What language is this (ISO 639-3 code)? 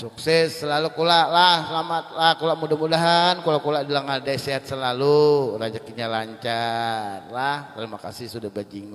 bjn